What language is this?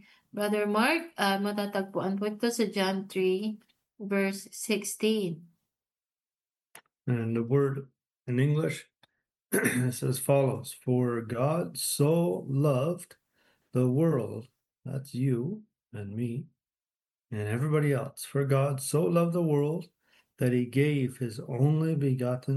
Filipino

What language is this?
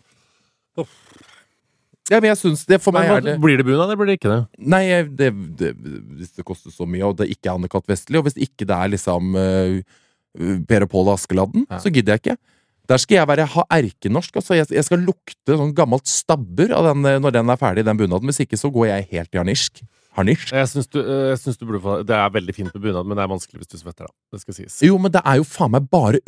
Norwegian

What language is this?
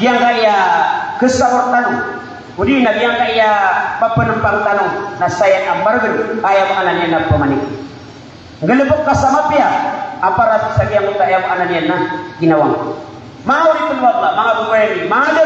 Maranao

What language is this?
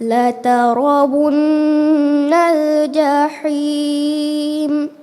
Divehi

